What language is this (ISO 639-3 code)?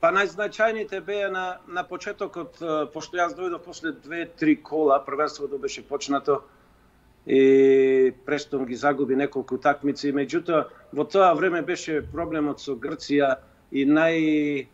mkd